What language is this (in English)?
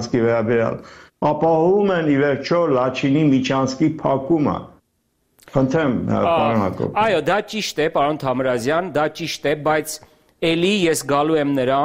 Armenian